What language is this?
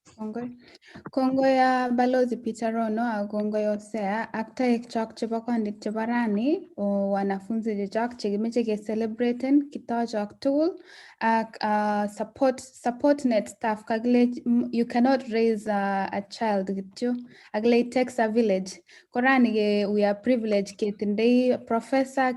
Kalenjin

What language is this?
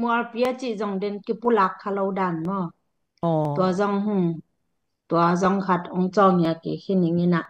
Tedim Chin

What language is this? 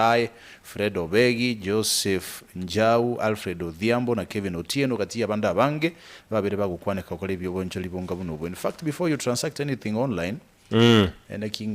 Gusii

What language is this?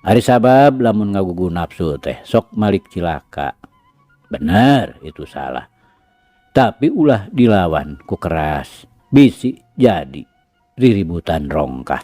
Sundanese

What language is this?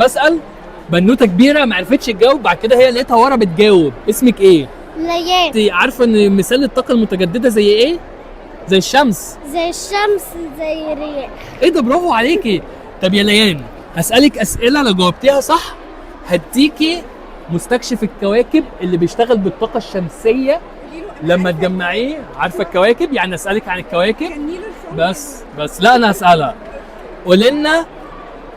Egyptian Arabic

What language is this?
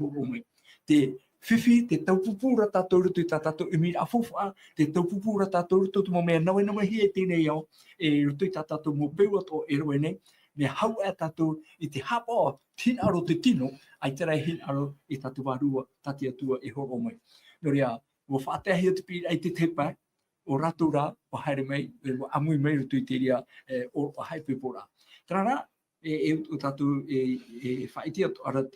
Tahitian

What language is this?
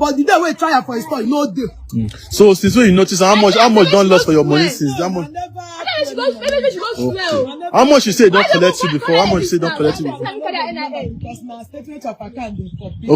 Nigerian Pidgin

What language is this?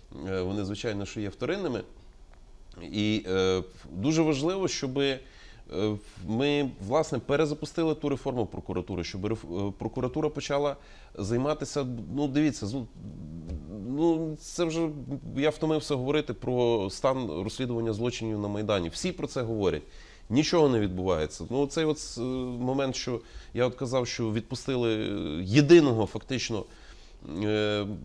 Ukrainian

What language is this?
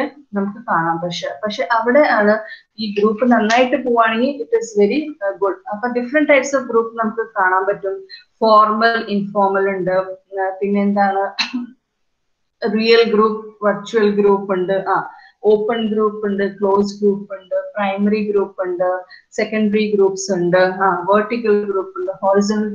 Malayalam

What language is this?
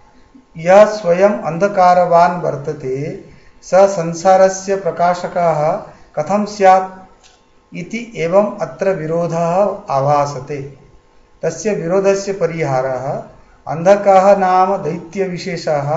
Sanskrit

